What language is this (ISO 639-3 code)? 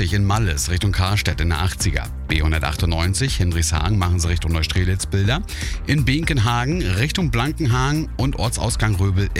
deu